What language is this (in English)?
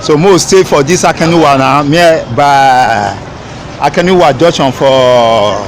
Nigerian Pidgin